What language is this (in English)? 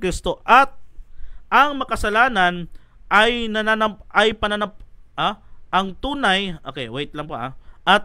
Filipino